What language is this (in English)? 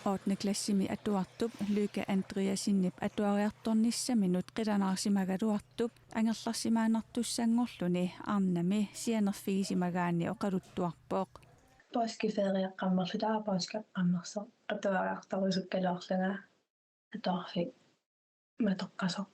Kalaallisut